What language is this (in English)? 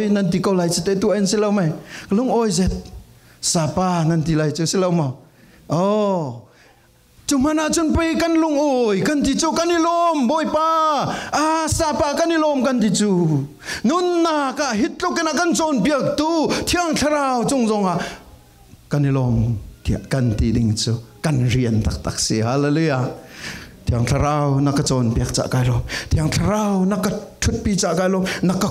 Falam Chin